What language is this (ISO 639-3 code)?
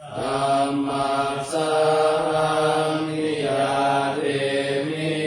pli